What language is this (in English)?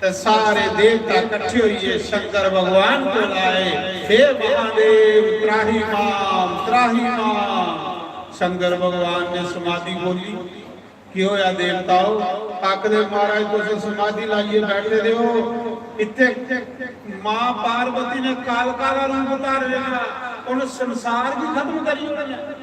Dogri